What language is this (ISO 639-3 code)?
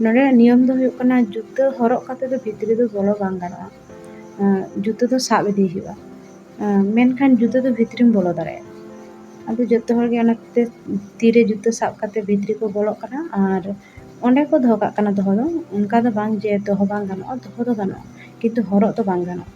sat